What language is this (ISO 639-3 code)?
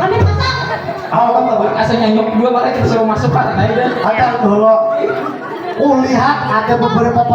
bjn